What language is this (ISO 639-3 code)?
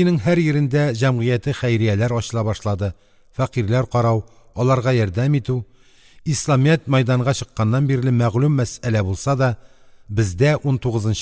tat